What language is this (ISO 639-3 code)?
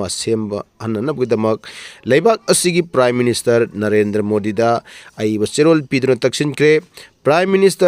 mni